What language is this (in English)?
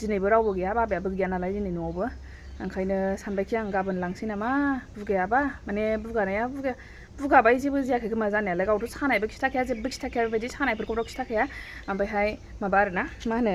Bodo